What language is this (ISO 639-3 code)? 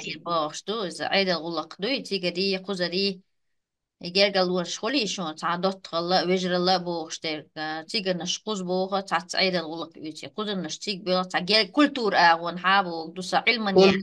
che